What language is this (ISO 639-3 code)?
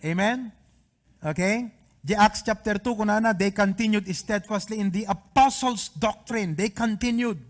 ilo